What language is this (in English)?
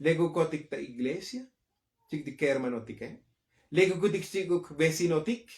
Tzotzil